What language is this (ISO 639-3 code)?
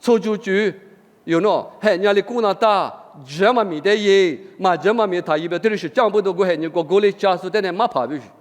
lis